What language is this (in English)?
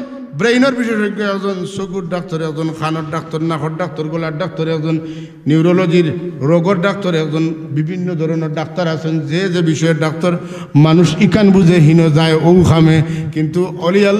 Sylheti